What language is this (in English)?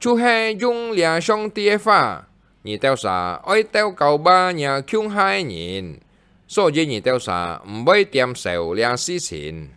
Hakka Chinese